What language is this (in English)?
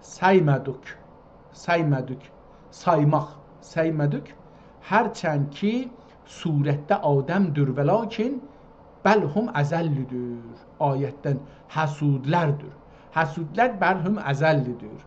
South Azerbaijani